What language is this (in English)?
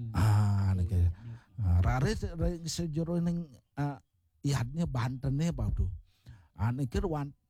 Balinese